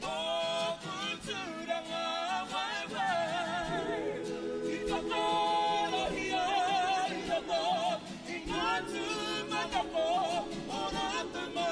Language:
Māori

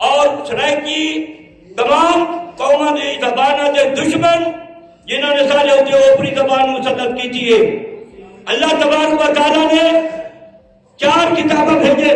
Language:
Saraiki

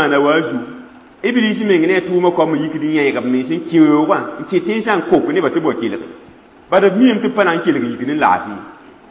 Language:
Mossi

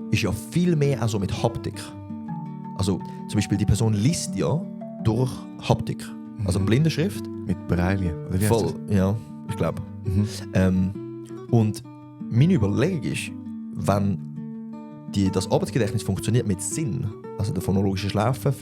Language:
Swiss German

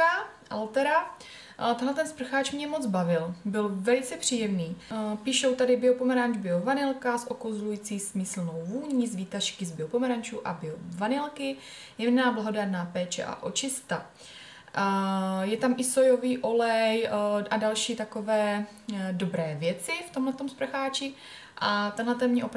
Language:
Czech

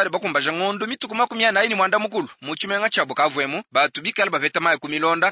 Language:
Luba-Lulua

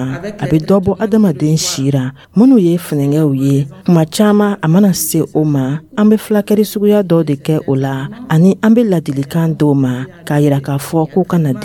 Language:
Dyula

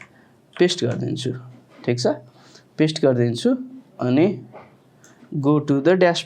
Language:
Nepali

